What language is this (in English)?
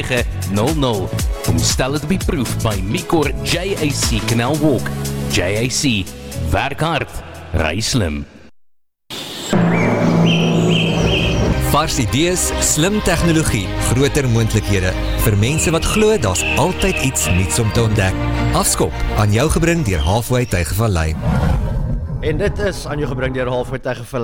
Afrikaans